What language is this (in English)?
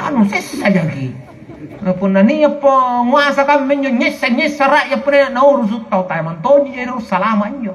Makasar